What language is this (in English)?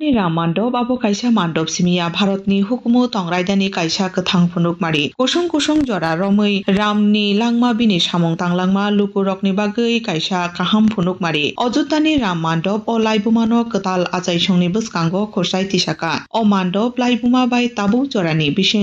Kok Borok